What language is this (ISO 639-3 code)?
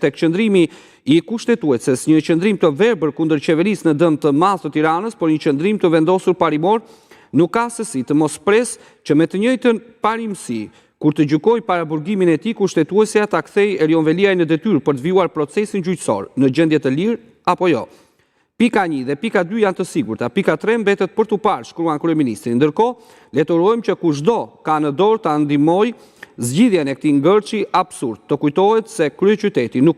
sqi